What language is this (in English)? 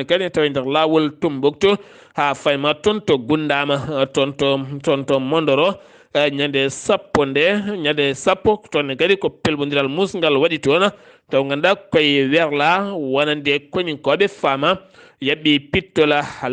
Fula